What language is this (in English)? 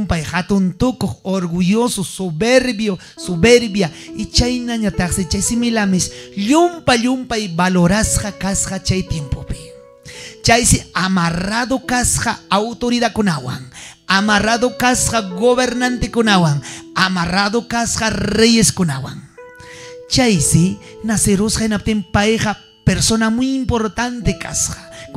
Ayacucho Quechua